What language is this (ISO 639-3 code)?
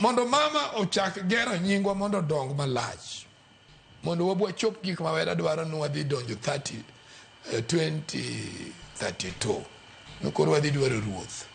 luo